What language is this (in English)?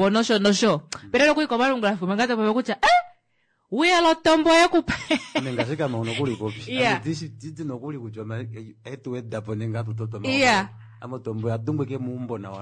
Kuanyama